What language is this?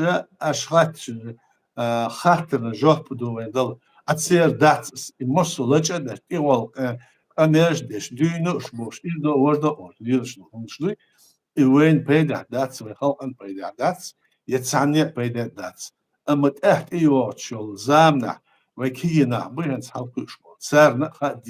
Chechen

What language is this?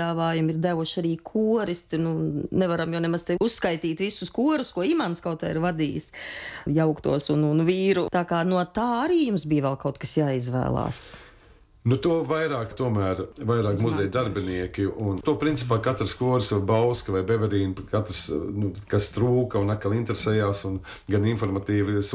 Latvian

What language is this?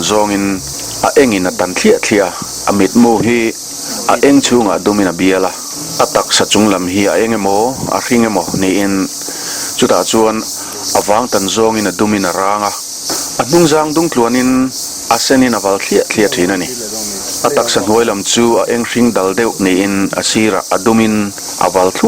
Mizo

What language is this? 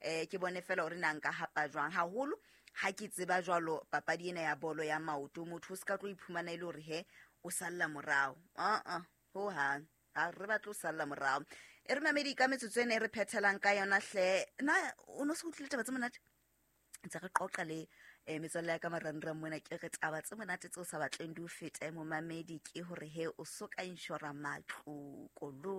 Southern Sotho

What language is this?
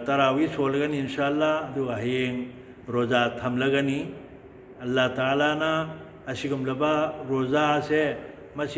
Manipuri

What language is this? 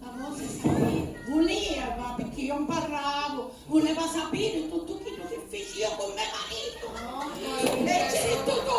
Sicilian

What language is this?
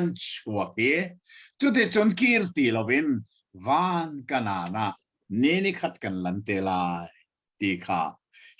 Hakha Chin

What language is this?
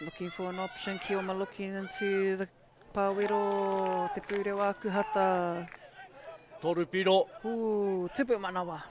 Māori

